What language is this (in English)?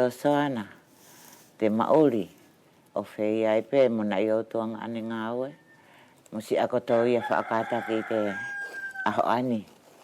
Wallisian